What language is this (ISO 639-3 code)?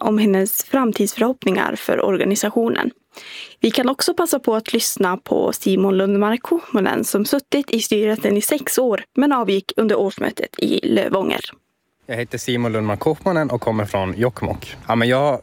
swe